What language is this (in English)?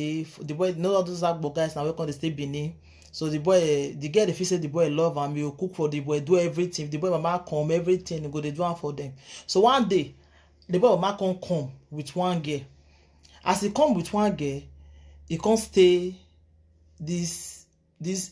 Nigerian Pidgin